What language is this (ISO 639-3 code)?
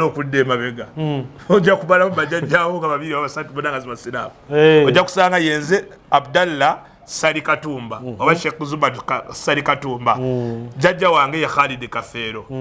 lug